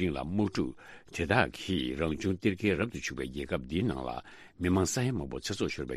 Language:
Tibetan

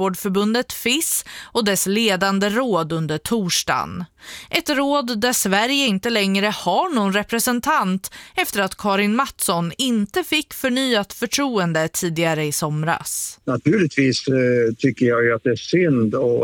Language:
Swedish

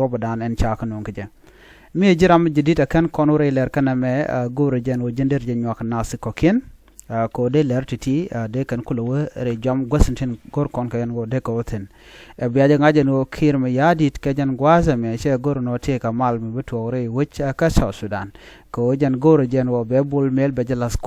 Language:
Nuer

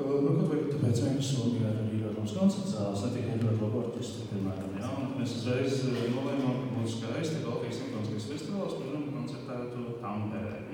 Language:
Latvian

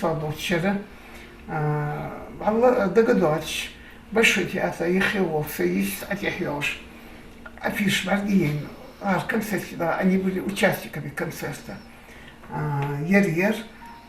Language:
Ingush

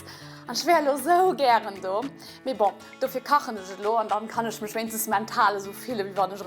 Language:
Luxembourgish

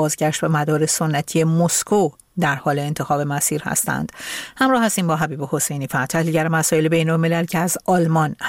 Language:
Persian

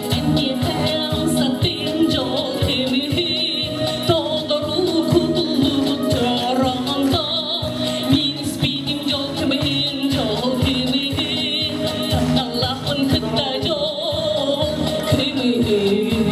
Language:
Yakut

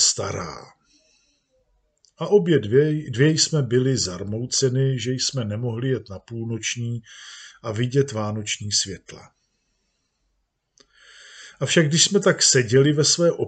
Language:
Czech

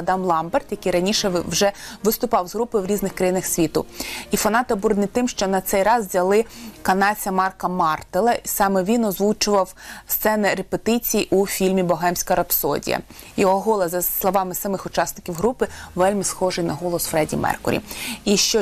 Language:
Ukrainian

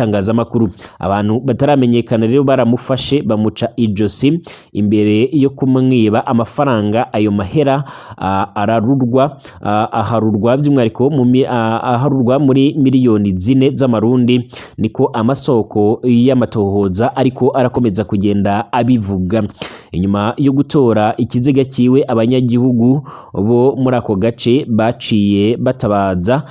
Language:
Rundi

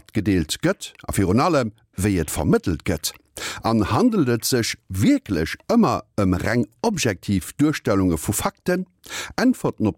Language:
Luxembourgish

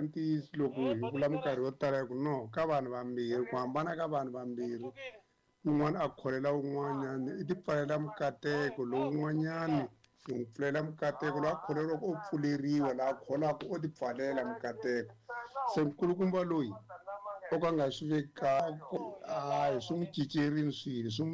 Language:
Tsonga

